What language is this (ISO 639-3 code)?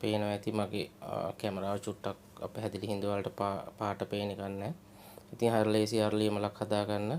sin